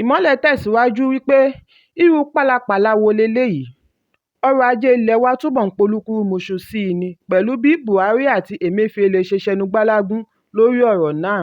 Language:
Yoruba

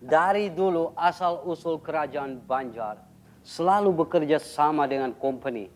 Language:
Banjar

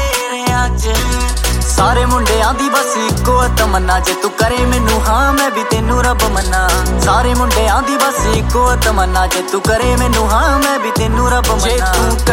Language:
Punjabi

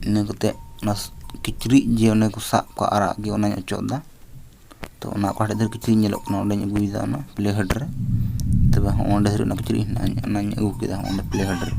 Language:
Santali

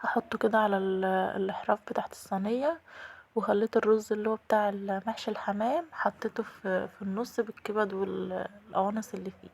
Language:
Egyptian Arabic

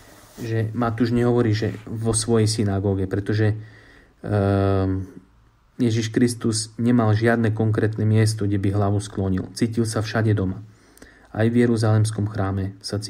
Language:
Slovak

